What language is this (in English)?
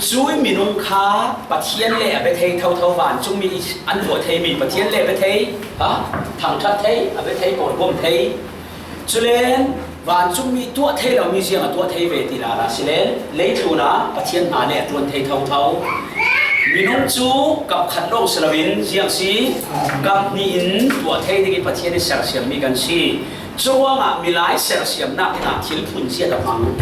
Falam Chin